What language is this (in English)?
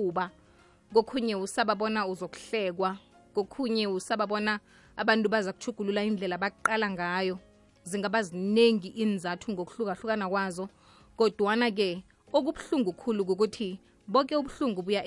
South Ndebele